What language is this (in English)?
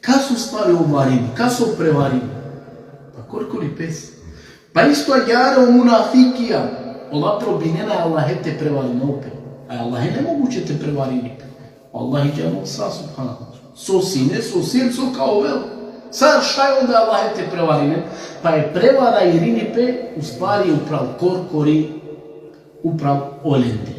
Balkan Romani